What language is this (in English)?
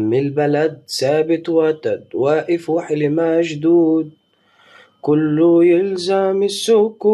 Egyptian Arabic